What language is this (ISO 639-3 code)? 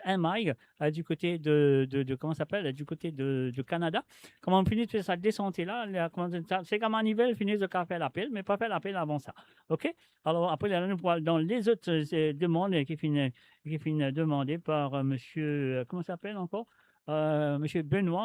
mfe